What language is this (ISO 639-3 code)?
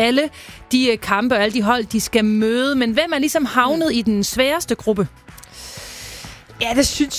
dan